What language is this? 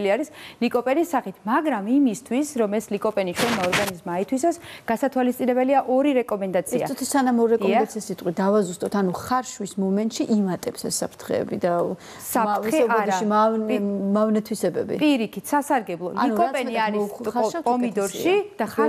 Georgian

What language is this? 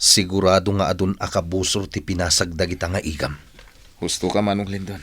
Iloko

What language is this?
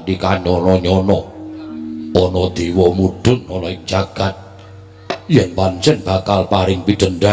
Javanese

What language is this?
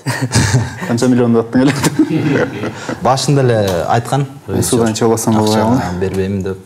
Kyrgyz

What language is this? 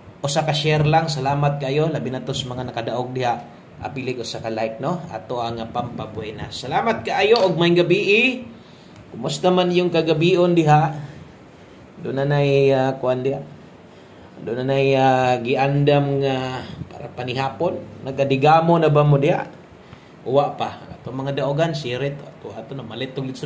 Cebuano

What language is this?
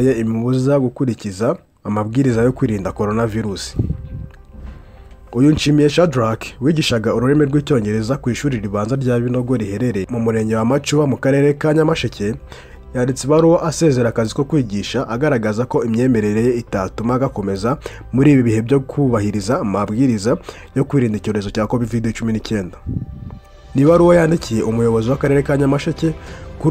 Kinyarwanda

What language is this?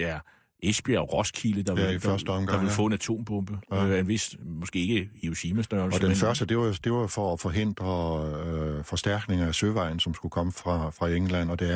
Danish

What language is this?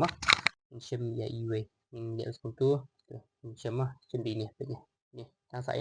Khasi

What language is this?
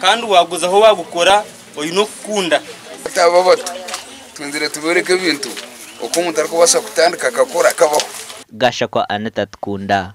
Nyankole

